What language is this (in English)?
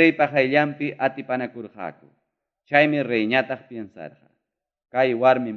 Ayacucho Quechua